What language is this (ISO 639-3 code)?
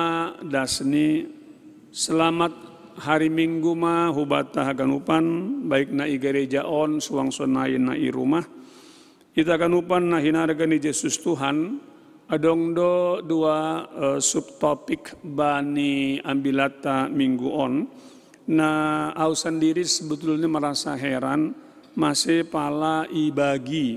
bts